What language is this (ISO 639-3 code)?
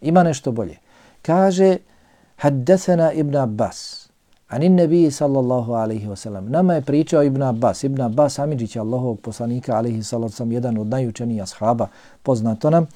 bos